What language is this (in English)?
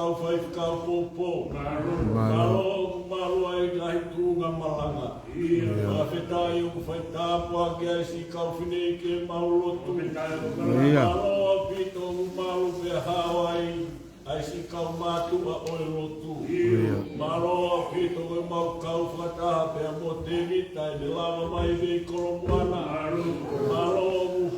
Tongan